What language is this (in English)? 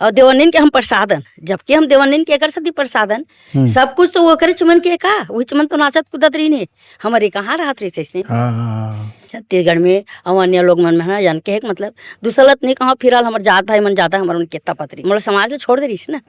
Chhattisgarhi